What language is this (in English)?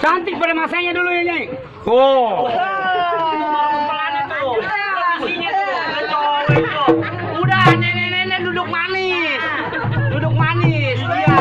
Betawi